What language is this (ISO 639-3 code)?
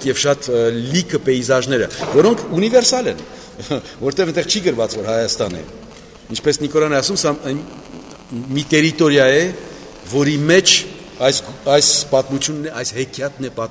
hye